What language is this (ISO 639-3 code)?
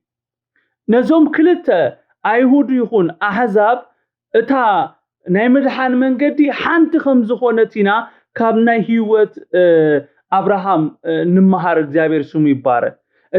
tir